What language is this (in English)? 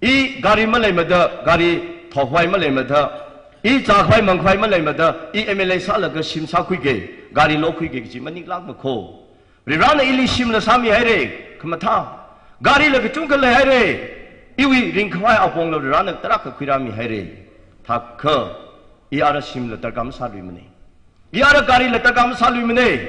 Tangkhul Naga (India)